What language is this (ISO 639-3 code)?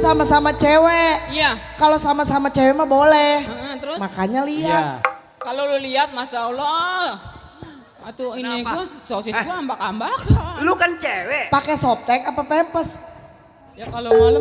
bew